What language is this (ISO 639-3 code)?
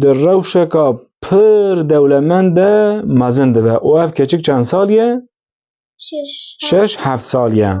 kur